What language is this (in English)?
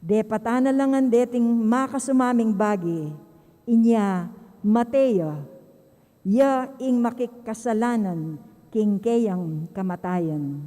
Pampanga